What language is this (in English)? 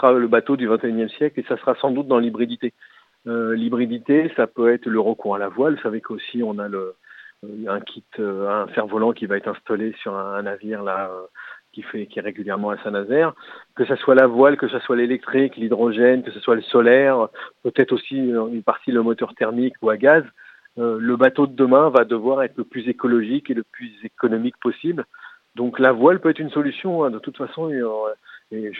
French